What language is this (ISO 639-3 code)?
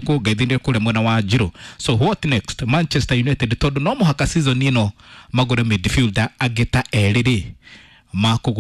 kik